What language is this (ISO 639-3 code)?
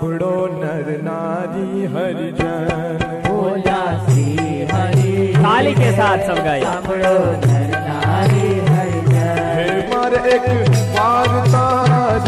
guj